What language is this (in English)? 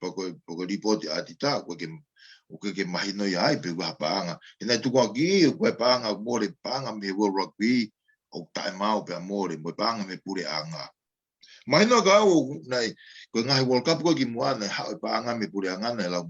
Tongan